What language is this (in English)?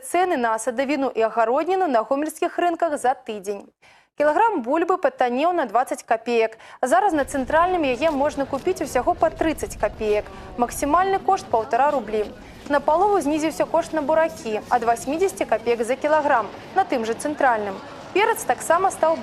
Belarusian